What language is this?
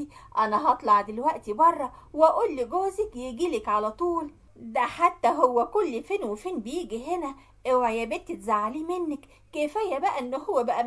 Egyptian Arabic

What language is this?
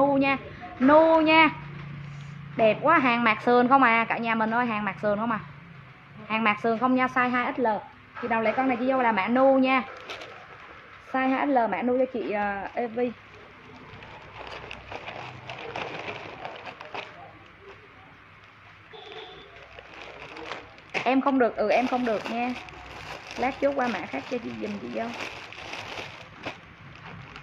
Vietnamese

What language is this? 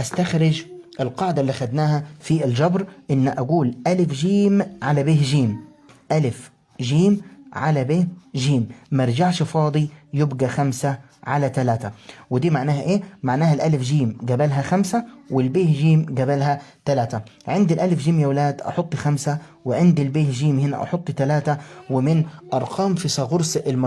Egyptian Arabic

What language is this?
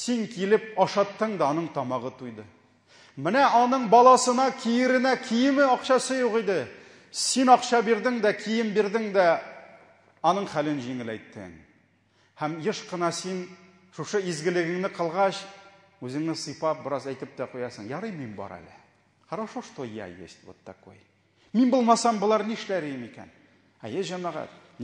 Tatar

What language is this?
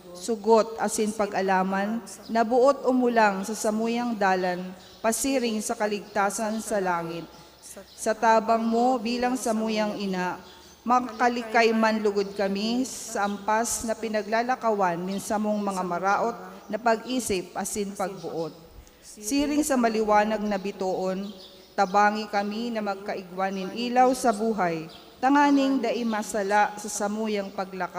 Bikol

